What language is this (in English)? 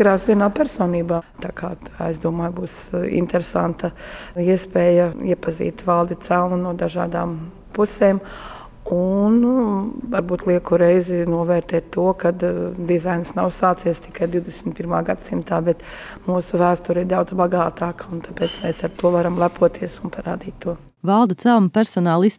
Latvian